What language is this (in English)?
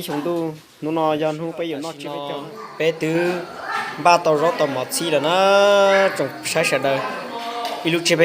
Hmong